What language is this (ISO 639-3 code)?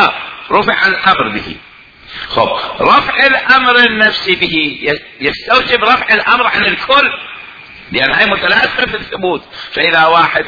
acm